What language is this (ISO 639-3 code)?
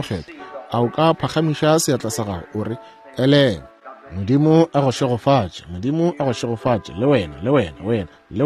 nso